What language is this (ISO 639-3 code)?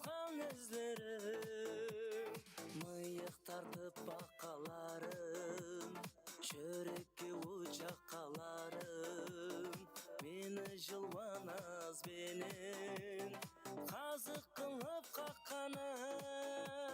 kaa